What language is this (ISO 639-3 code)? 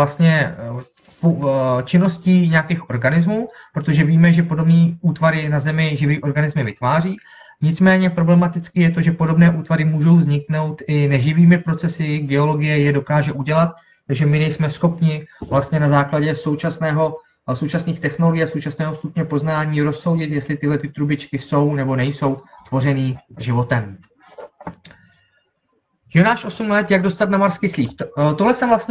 ces